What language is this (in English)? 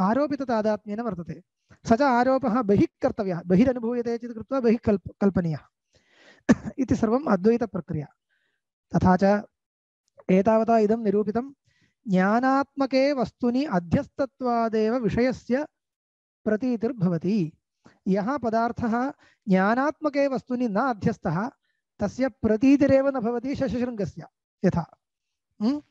Sanskrit